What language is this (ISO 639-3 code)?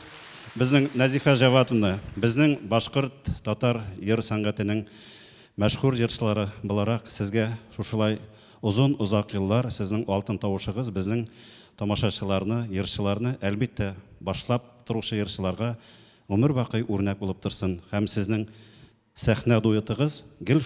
bak